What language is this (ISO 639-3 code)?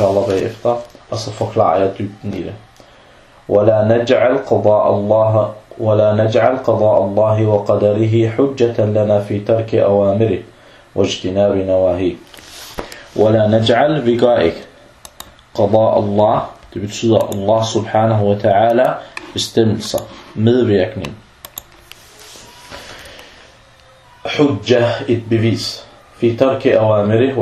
dan